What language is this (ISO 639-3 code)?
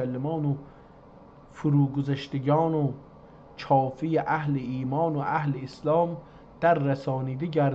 azb